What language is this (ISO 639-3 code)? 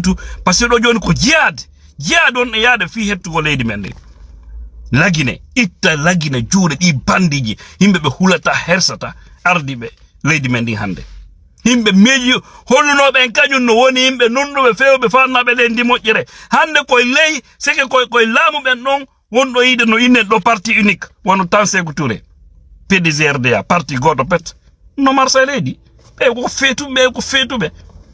ful